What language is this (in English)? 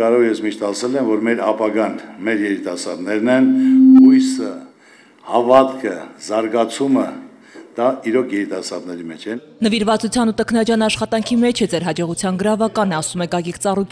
Armenian